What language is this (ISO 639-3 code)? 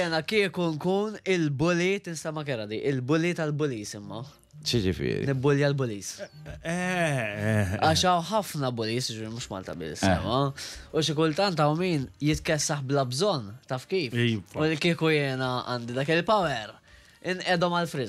mlt